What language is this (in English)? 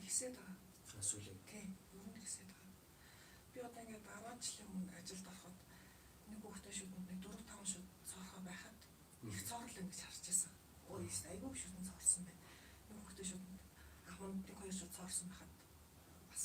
Mongolian